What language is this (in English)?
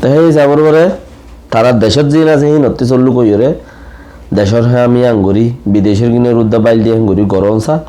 Rohingya